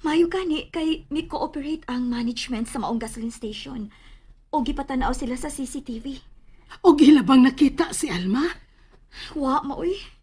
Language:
Cebuano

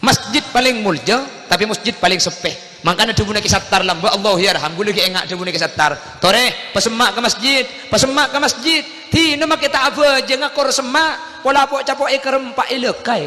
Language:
Madurese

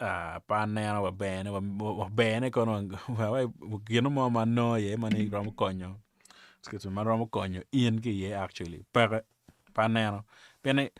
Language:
Acoli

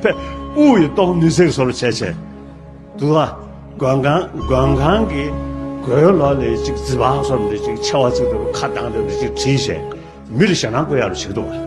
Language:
Tibetan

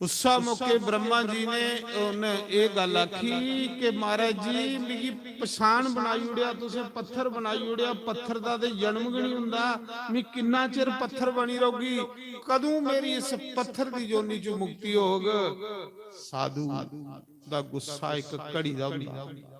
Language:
Dogri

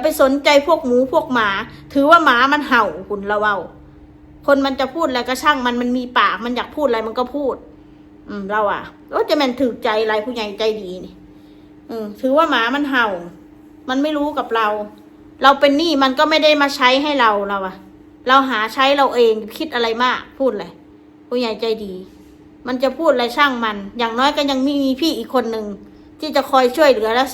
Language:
Northeastern Thai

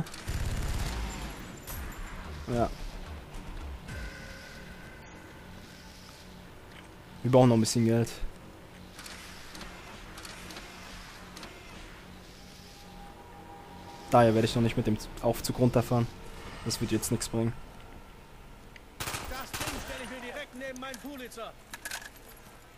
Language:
German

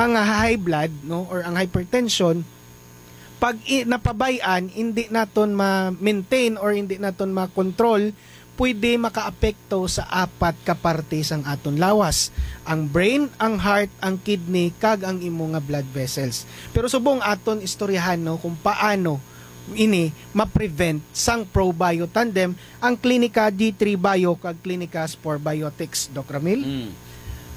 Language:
Hiligaynon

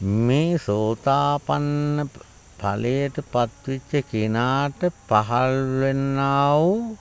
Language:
Sinhala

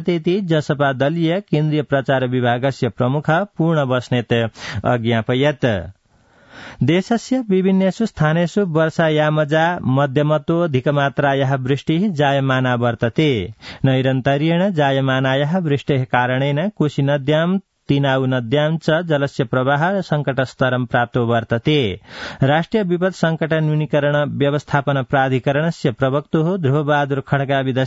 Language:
Sanskrit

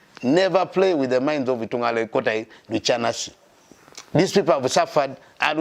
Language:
Teso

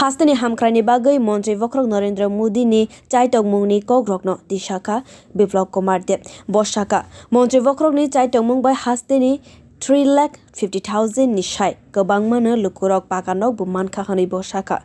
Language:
Kok Borok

